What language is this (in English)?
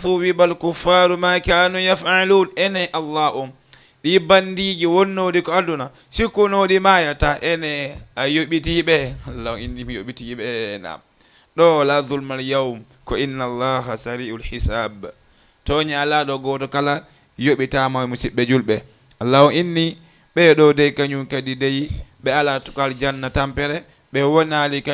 Fula